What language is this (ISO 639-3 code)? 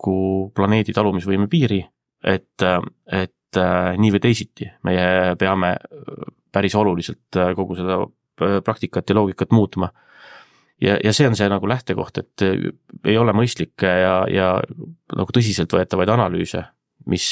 est